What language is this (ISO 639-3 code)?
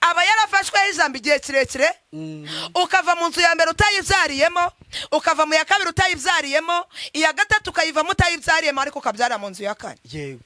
kin